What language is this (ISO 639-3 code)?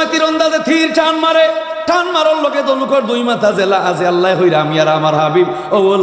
syl